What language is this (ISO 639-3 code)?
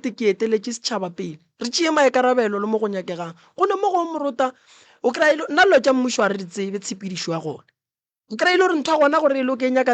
nso